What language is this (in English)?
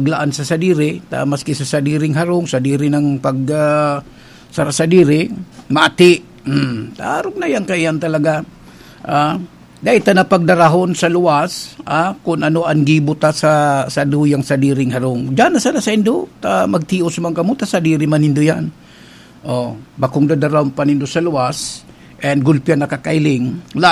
Bikol